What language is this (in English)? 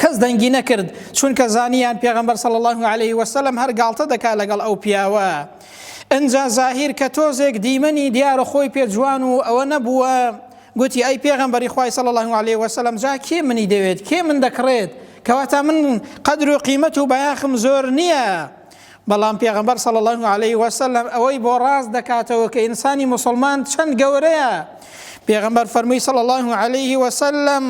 Central Kurdish